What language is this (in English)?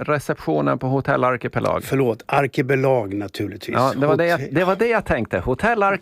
Swedish